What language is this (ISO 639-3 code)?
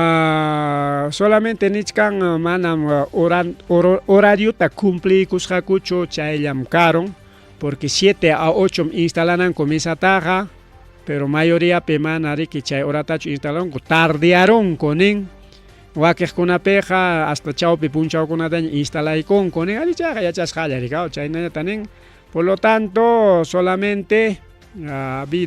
quy